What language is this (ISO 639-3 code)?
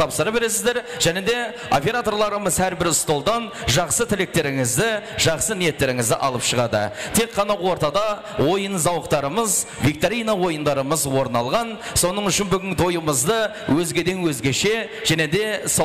kaa